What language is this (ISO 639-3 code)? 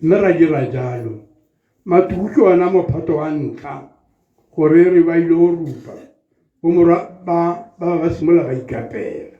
tsn